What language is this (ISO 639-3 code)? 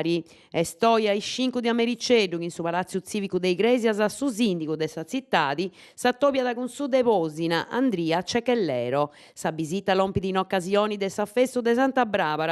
srd